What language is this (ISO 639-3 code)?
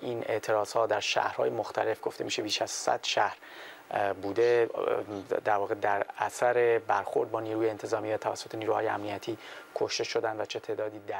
fas